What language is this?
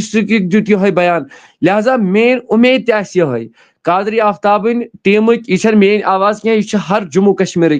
Kashmiri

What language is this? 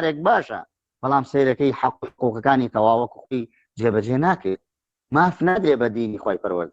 Central Kurdish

